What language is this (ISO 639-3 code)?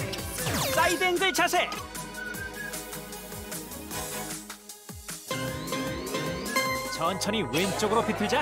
kor